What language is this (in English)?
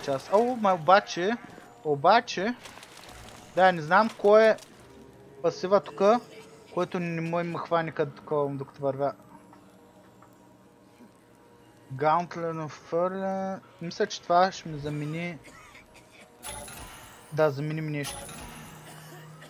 Bulgarian